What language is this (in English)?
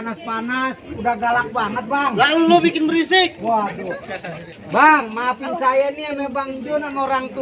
Betawi